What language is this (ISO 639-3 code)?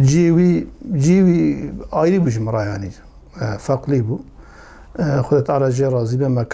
kur